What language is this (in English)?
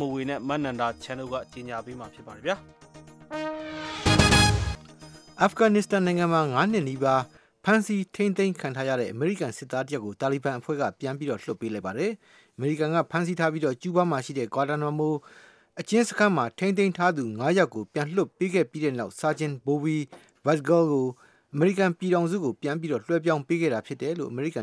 Burmese